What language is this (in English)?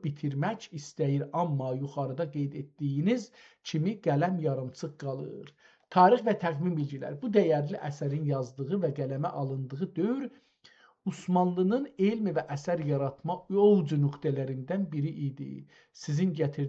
South Azerbaijani